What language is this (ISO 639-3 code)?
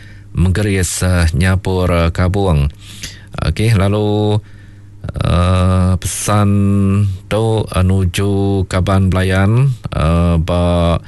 iba